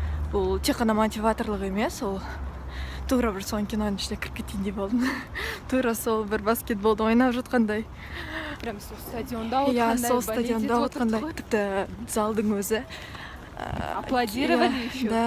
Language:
Kazakh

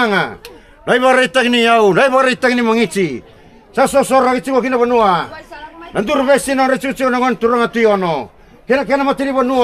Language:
Fijian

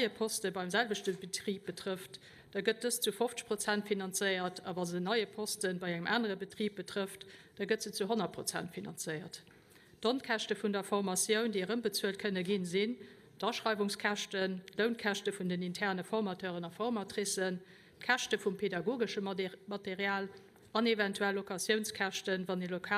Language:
Luxembourgish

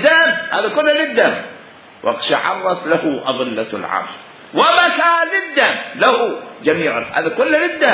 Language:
Mesopotamian Arabic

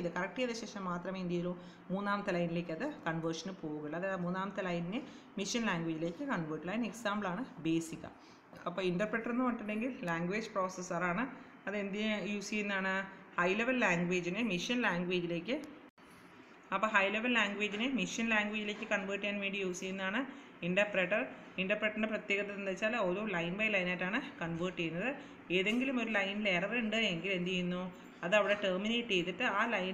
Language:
Malayalam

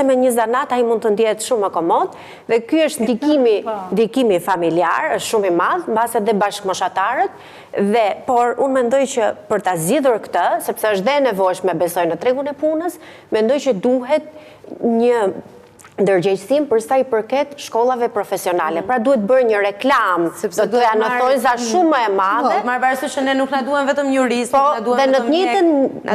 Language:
Albanian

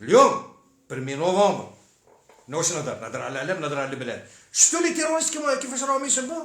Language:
Algerian Arabic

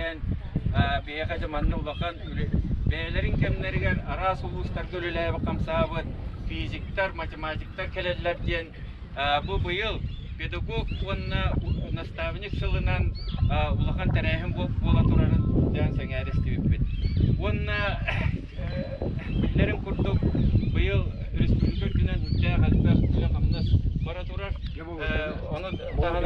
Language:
Yakut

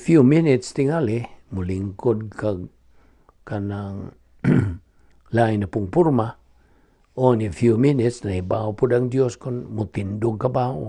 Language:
Cebuano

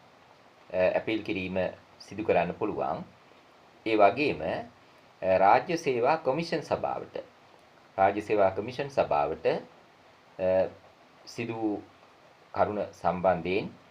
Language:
Sinhala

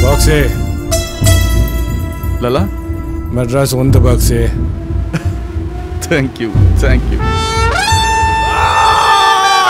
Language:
Tamil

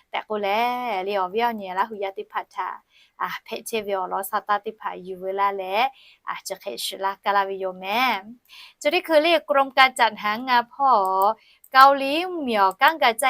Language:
Lahu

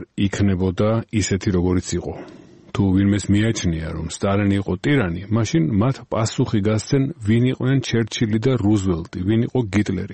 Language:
Georgian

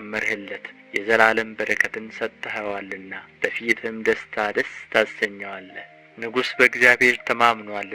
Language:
Amharic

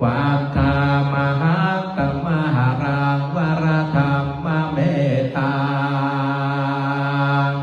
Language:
Pali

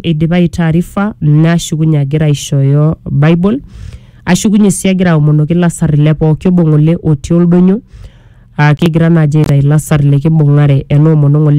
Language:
Masai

